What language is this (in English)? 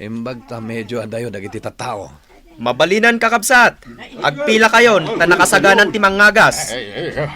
Iloko